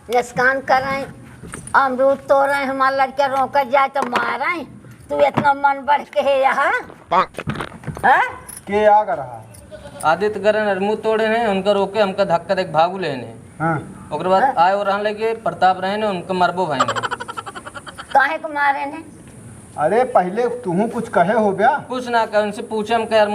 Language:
Awadhi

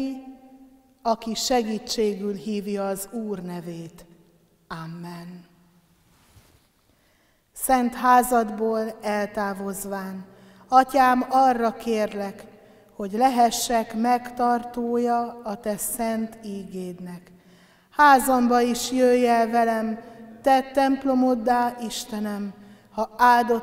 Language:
Hungarian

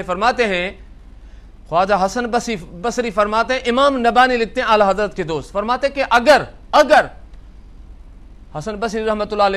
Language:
Urdu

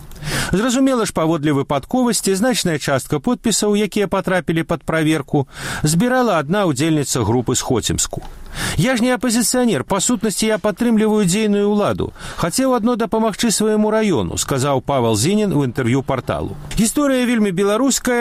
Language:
Belarusian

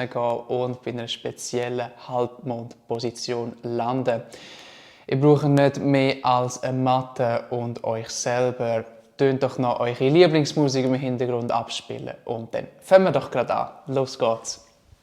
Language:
Swiss German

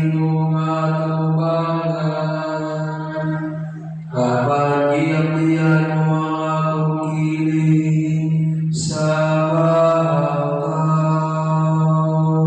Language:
Cebuano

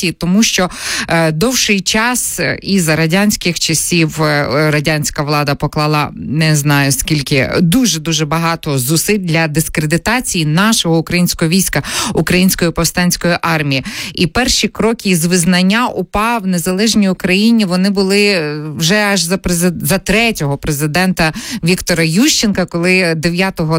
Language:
Ukrainian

